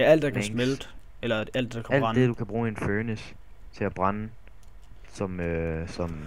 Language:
Danish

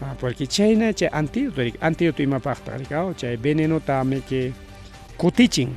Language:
Ayacucho Quechua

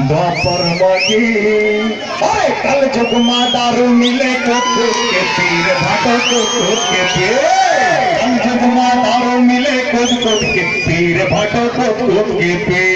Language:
Chhattisgarhi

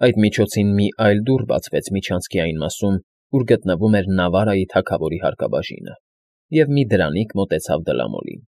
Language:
Armenian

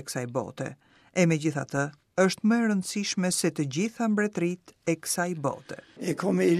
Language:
Albanian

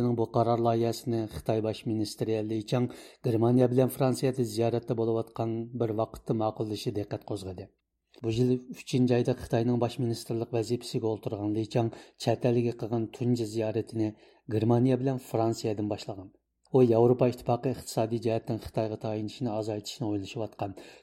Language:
Uyghur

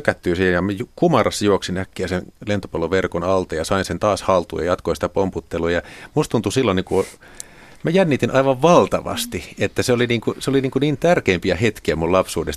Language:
Finnish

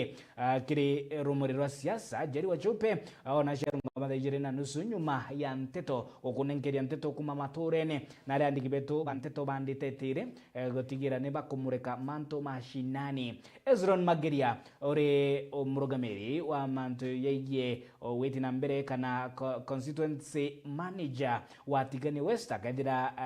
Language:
Meru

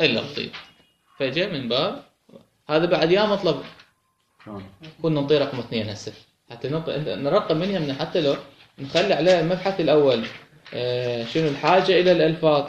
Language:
Mesopotamian Arabic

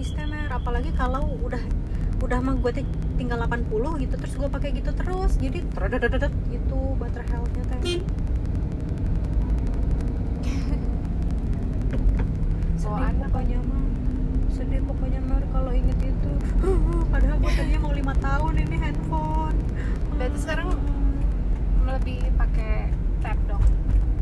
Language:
Indonesian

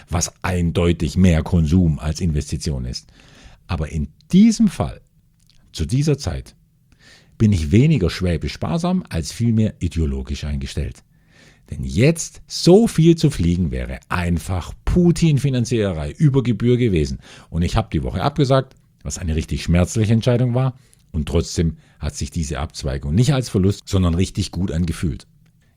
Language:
German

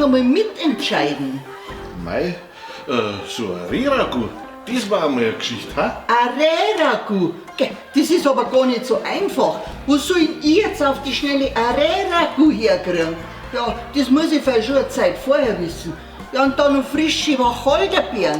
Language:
Bavarian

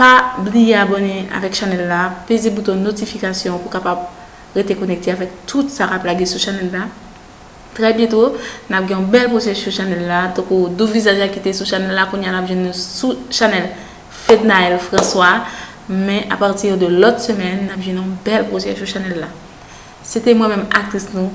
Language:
Haitian Creole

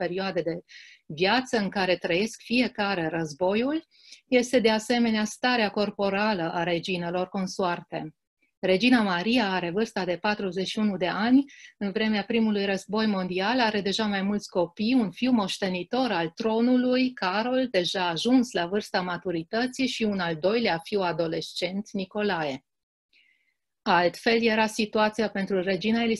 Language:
Romanian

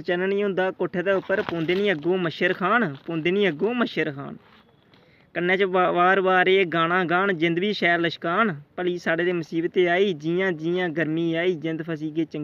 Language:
Dogri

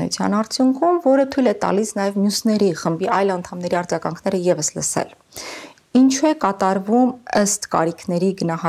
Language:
Armenian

